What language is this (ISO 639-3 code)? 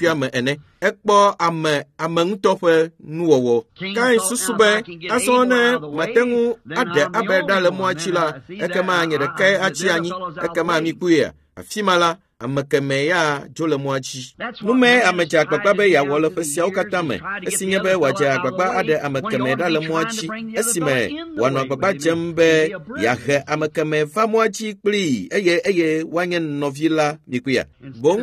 ewe